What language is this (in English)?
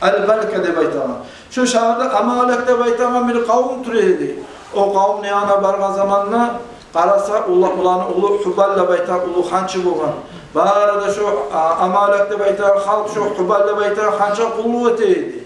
Kumyk